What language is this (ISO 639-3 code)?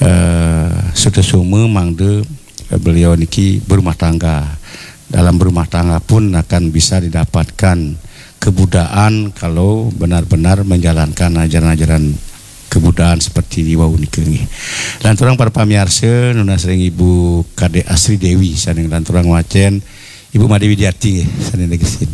ban